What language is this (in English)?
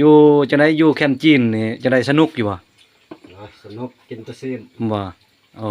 Lao